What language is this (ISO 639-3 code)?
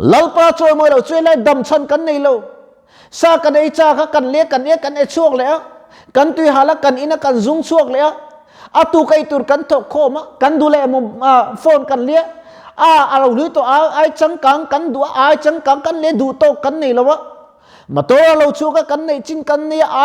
lus